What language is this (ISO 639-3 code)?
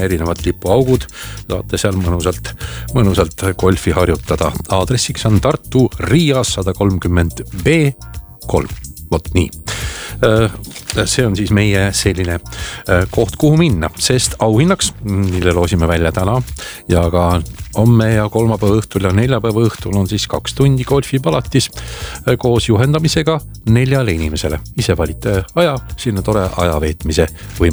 est